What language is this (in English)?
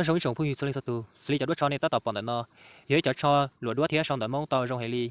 Hmong